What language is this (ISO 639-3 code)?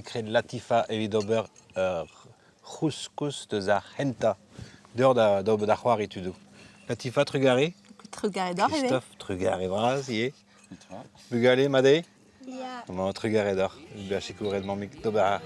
bre